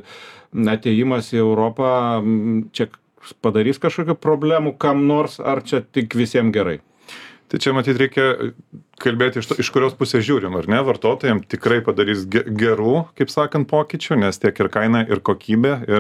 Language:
Lithuanian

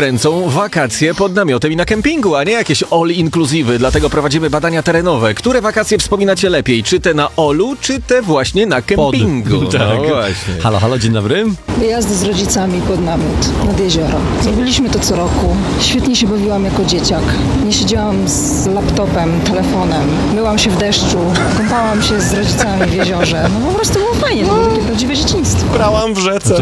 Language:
Polish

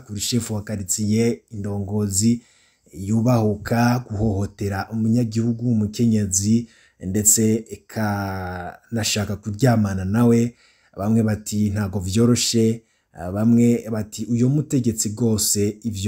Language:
Rundi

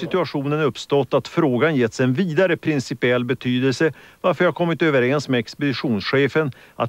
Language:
Swedish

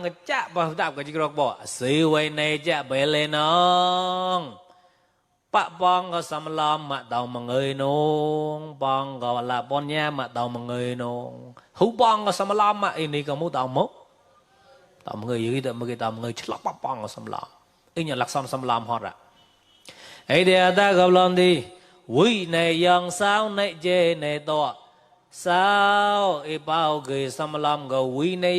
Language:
Mon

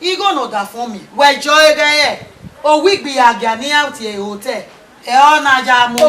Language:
Bini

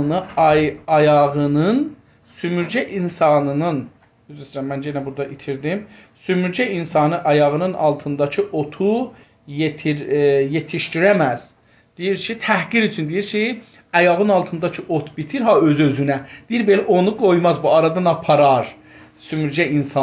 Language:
South Azerbaijani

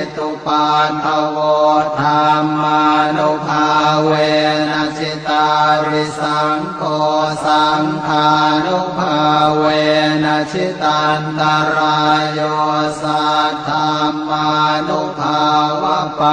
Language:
Pali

